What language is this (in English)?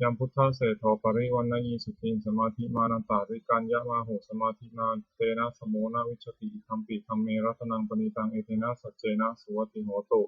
Pali